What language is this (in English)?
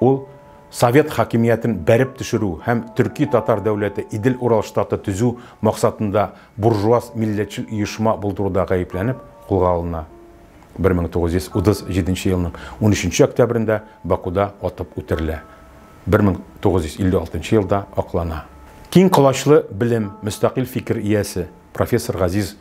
Tatar